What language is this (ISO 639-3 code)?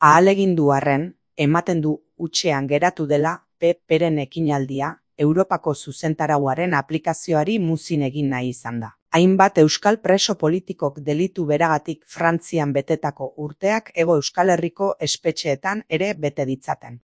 eus